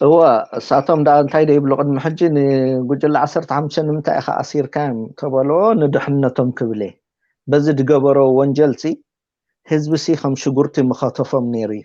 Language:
Tigrinya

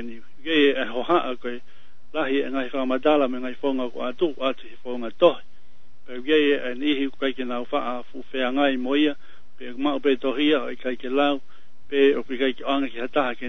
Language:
Tongan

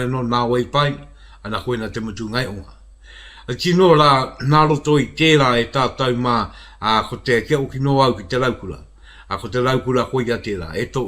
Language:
Māori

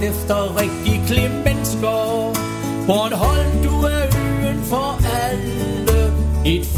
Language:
Danish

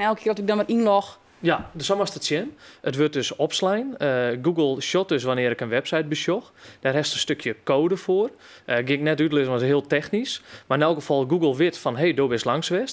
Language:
Western Frisian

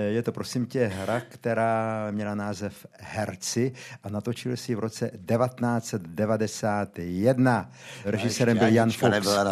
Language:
Czech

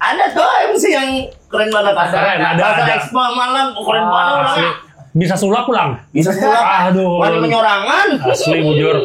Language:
Banjar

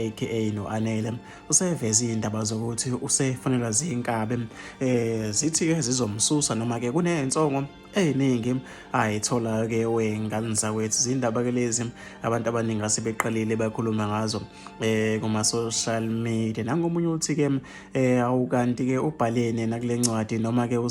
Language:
Zulu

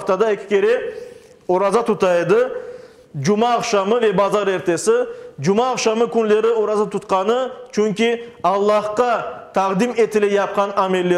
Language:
Crimean Tatar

